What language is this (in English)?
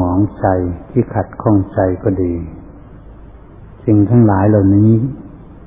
Thai